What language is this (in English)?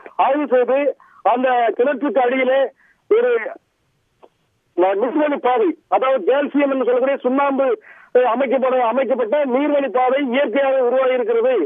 Tamil